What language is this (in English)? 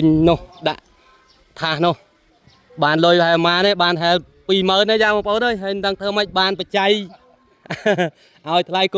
Khmer